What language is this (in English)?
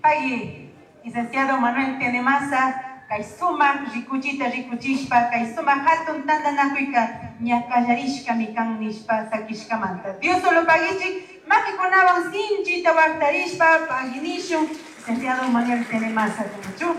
Chimborazo Highland Quichua